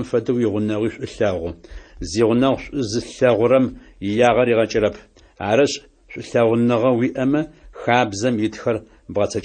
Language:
Adyghe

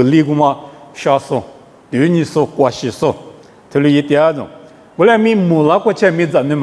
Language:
Lisu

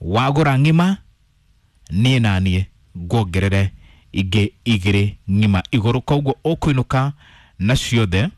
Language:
Kikuyu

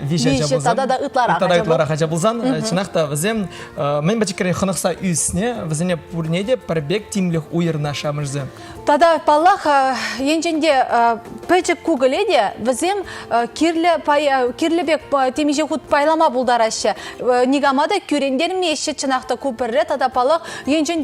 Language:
Chuvash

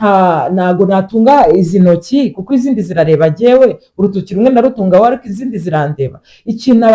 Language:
Kinyarwanda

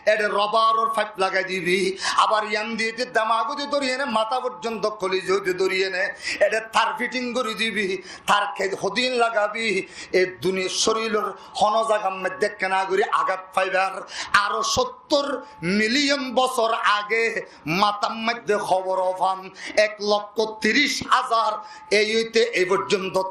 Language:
Rohingya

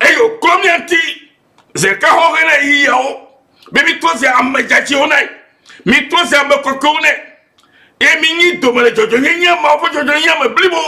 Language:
Ewe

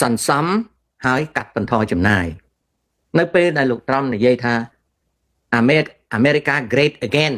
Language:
Khmer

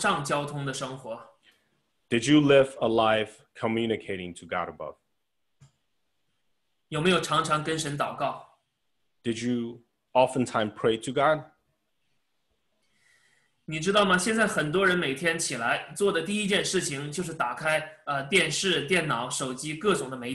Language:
Chinese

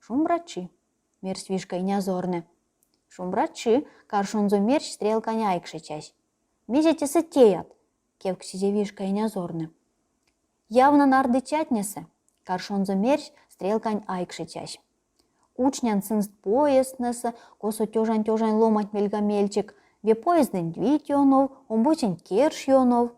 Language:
Erzya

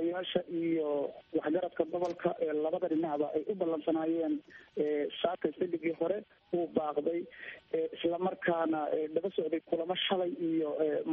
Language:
Somali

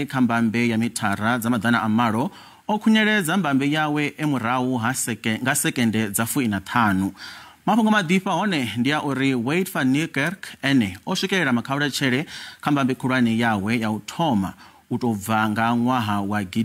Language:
Venda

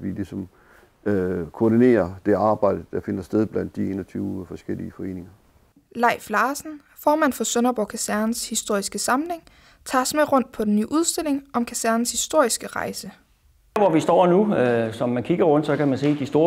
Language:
Danish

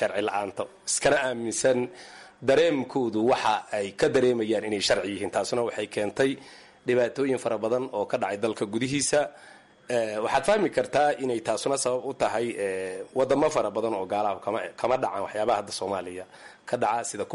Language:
Somali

